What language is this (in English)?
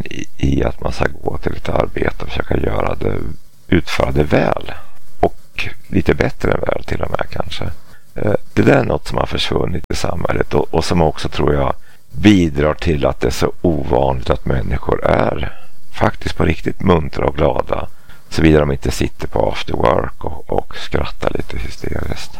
Swedish